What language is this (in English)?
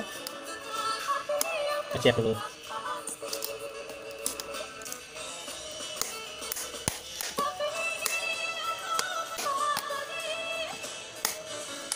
Indonesian